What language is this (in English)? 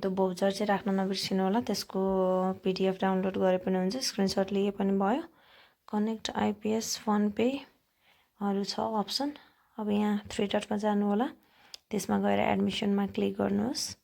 Nepali